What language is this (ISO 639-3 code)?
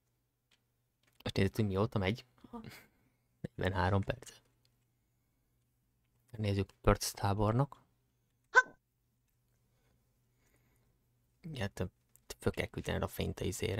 hun